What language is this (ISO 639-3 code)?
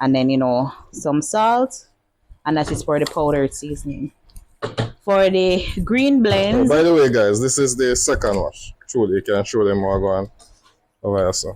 jam